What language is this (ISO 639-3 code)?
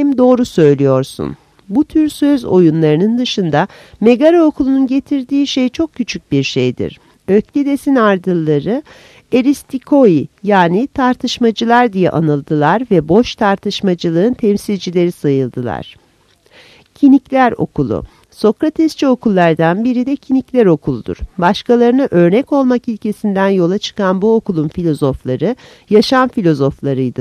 tur